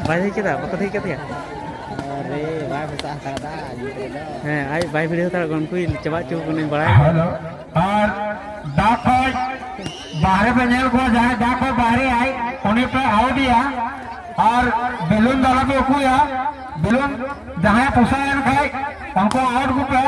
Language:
Santali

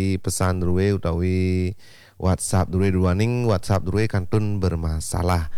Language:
Balinese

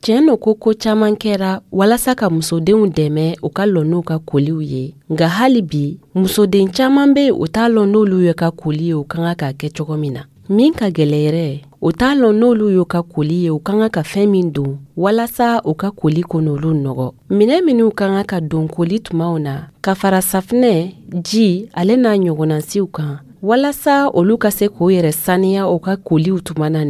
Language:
Dyula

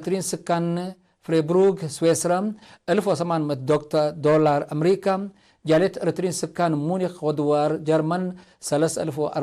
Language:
Tigre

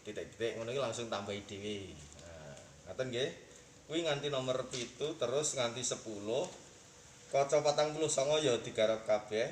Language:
Javanese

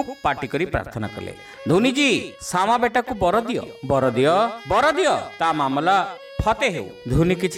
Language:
Odia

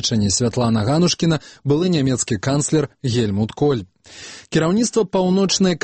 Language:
Belarusian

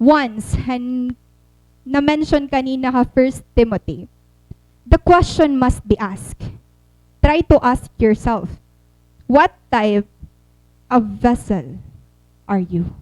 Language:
Waray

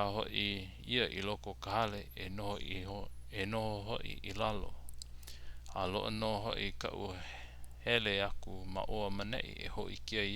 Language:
Hawaiian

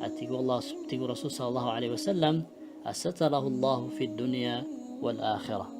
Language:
Maranao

